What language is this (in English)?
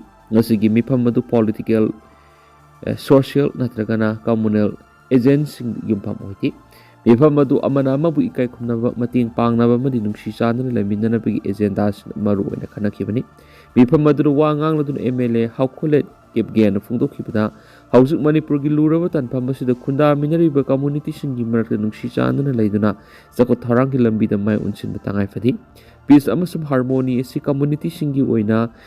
Manipuri